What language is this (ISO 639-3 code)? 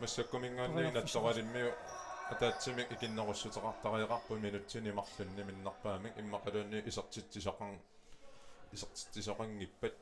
kal